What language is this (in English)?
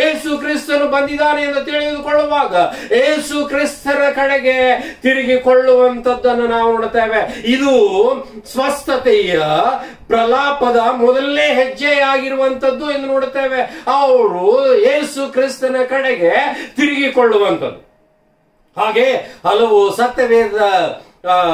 Kannada